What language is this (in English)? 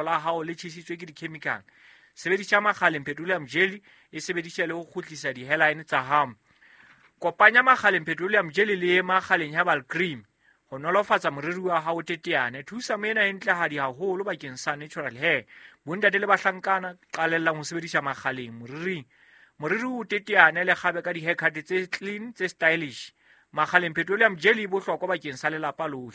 Southern Sotho